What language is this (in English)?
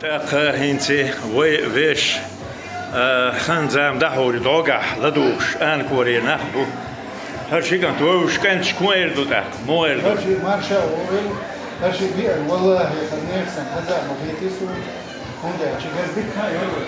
Chechen